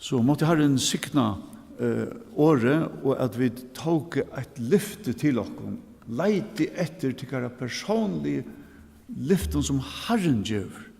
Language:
Faroese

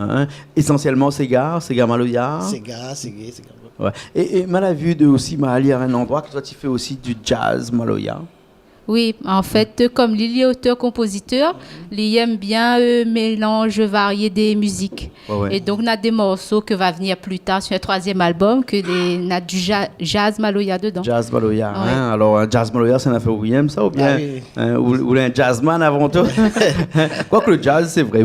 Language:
Réunion Creole French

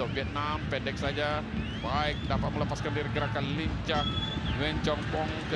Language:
Malay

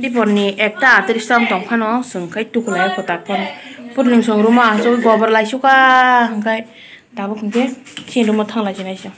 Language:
Kok Borok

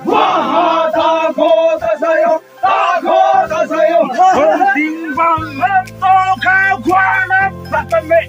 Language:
Naga Pidgin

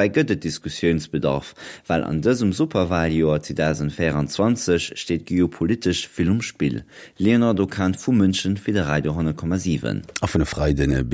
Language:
Luxembourgish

